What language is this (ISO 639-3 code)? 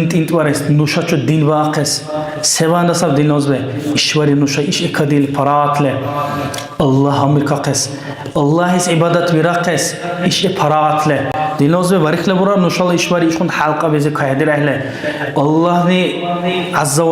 dar